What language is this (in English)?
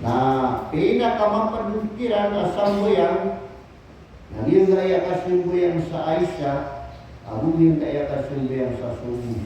Maranao